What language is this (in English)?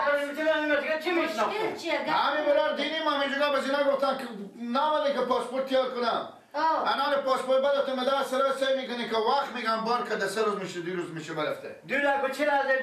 Persian